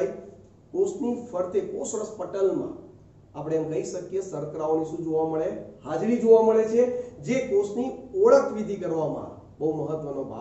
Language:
Gujarati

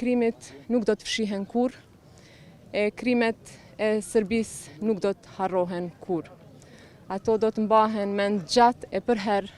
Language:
Albanian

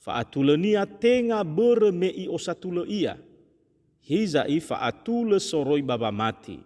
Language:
Nias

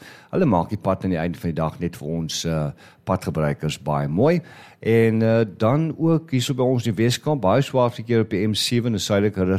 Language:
Afrikaans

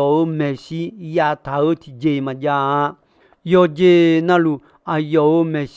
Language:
Akha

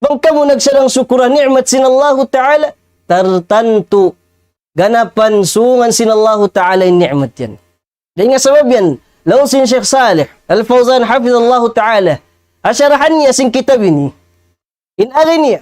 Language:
Tausug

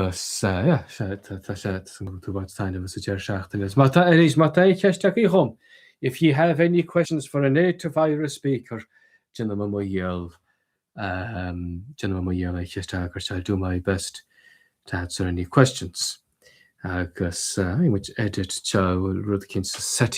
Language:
Irish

